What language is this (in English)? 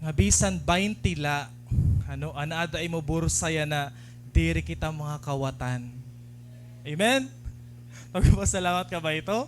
Waray